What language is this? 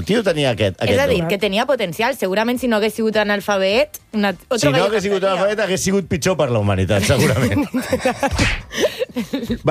Catalan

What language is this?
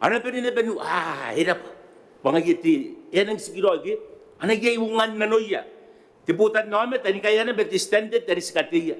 Gilbertese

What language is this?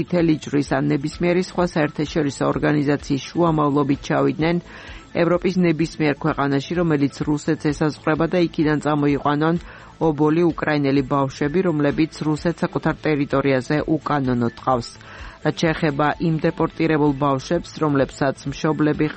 Georgian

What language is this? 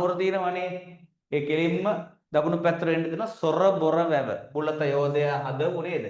Sinhala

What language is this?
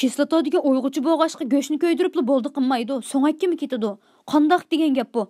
Uyghur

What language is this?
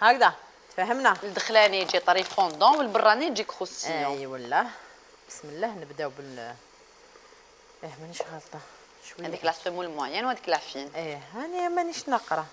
Algerian Arabic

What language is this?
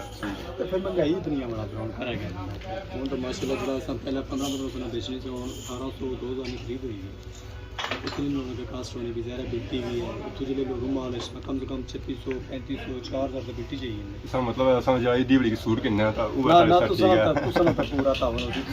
Pahari-Potwari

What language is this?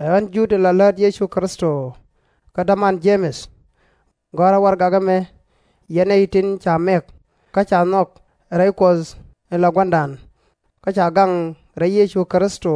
Nuer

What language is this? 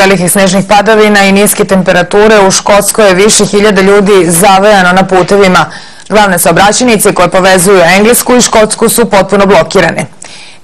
Serbian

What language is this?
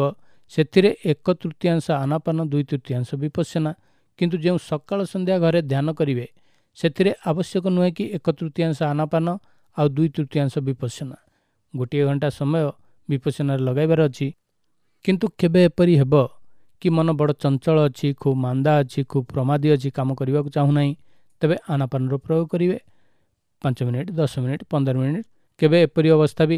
Odia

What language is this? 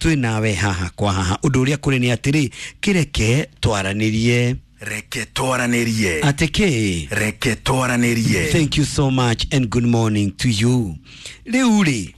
Kikuyu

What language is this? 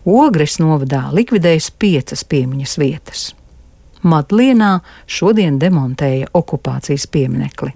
Latvian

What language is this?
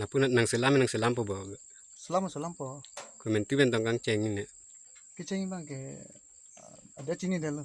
Karbi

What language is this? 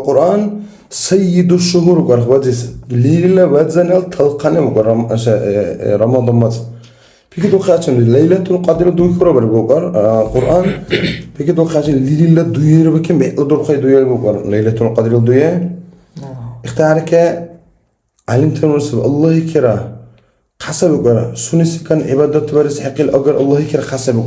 Dargwa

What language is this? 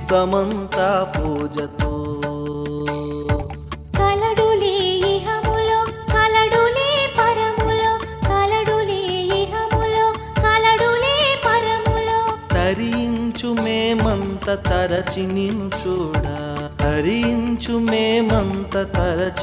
Telugu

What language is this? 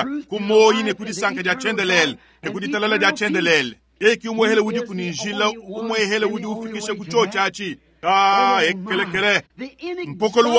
Luba-Lulua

